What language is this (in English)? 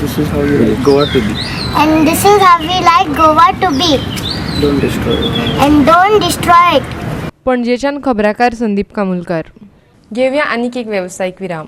Konkani